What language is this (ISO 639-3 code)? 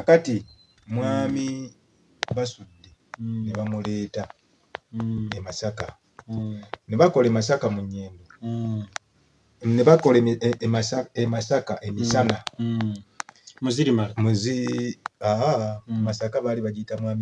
lug